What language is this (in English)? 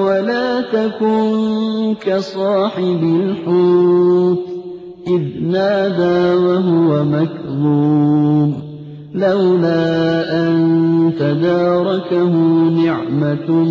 Arabic